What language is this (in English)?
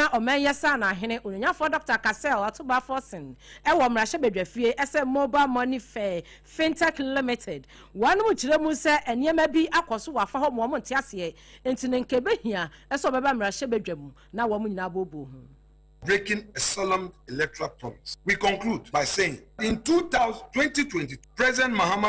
Akan